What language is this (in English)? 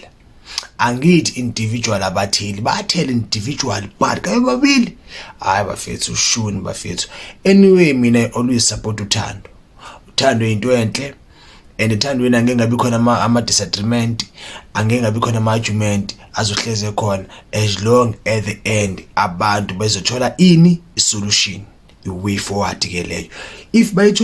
Zulu